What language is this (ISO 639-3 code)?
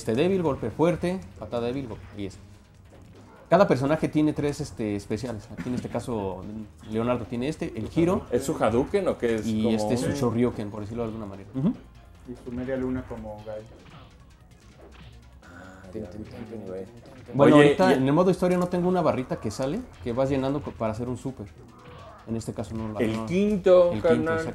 spa